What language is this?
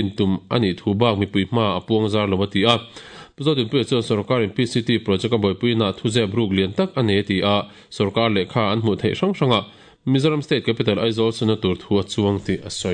Mizo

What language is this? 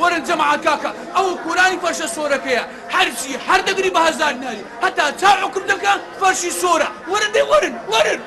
Central Kurdish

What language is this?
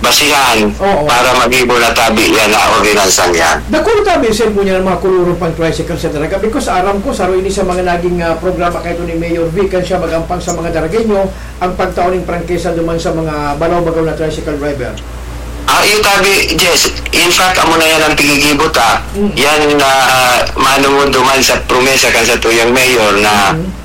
Bikol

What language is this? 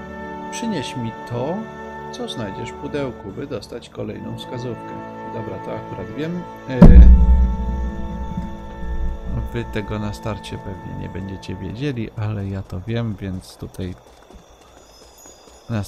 Polish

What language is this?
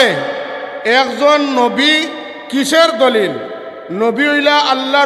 Sylheti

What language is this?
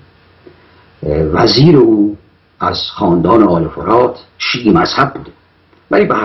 Persian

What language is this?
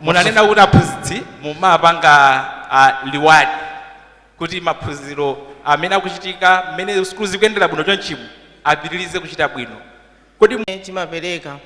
Nyanja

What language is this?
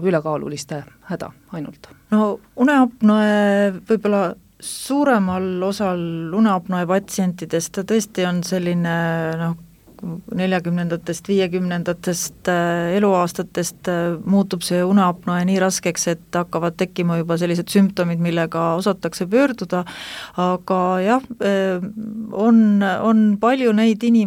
Estonian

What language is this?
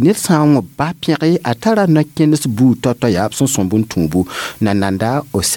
Mossi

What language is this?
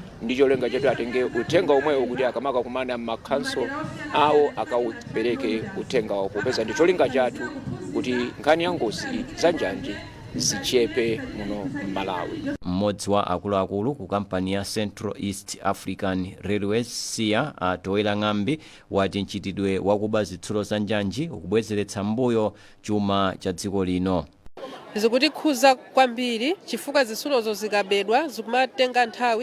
Nyanja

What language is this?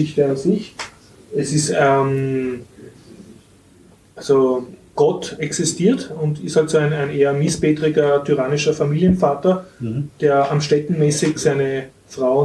German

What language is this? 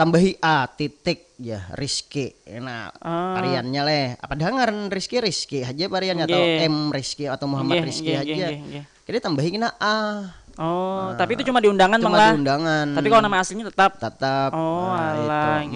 Banjar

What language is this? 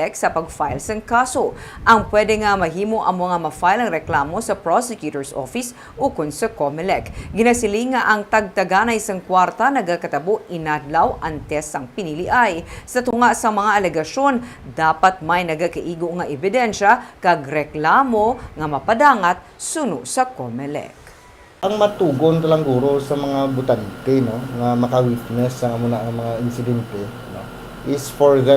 Hiligaynon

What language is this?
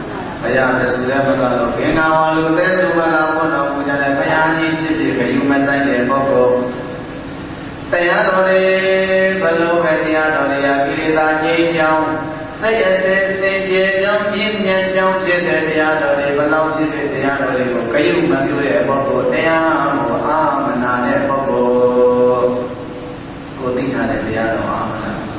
Burmese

